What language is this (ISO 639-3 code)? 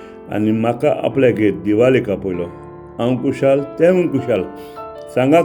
kok